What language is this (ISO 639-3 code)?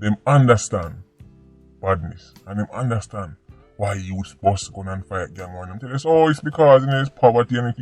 jam